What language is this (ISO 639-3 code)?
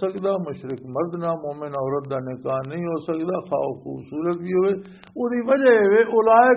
lah